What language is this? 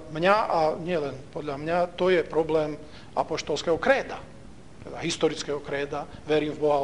Slovak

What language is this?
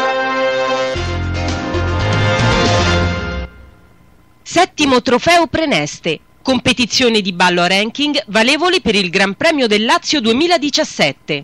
Italian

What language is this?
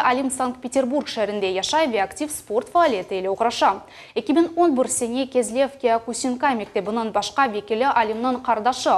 Crimean Tatar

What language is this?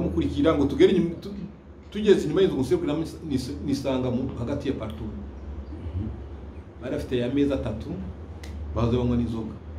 Kinyarwanda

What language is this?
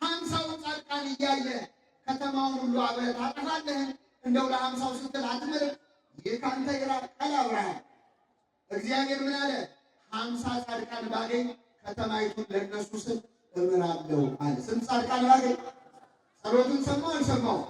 Amharic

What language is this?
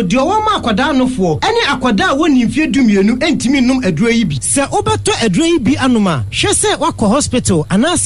Akan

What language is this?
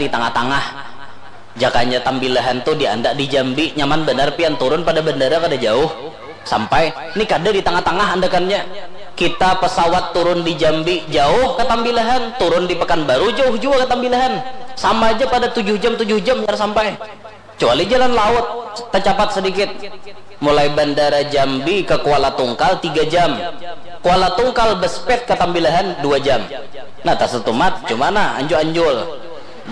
Banjar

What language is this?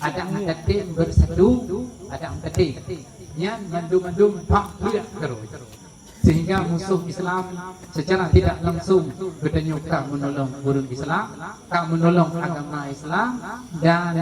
Achinese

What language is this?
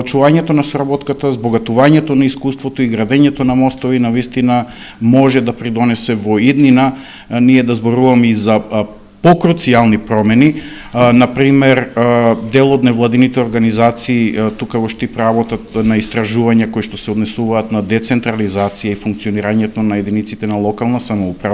Macedonian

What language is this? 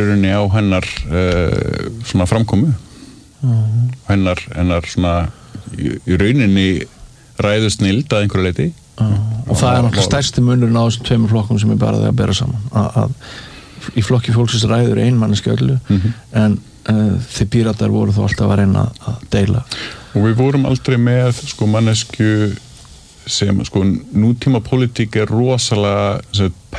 Icelandic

